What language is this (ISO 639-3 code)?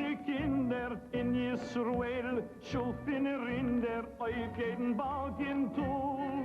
yid